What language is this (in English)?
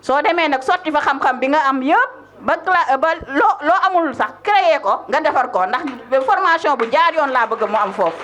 Wolof